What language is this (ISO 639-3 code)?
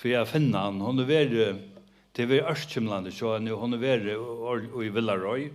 fao